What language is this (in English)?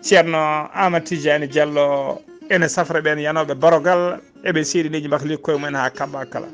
Fula